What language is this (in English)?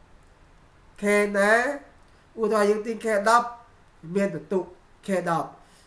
Khmer